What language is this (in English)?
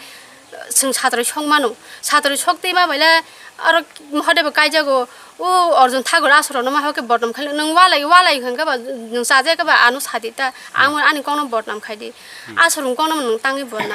Kok Borok